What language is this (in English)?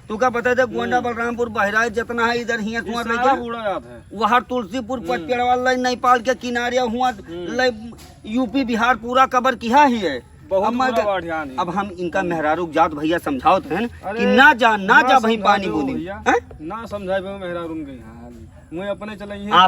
Awadhi